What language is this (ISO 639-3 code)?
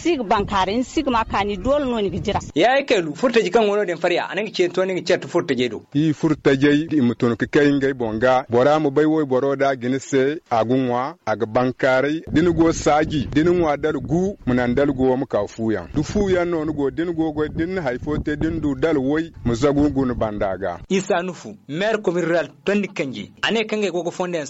dje